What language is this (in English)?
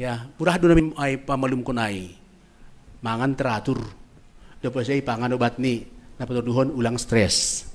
Batak Simalungun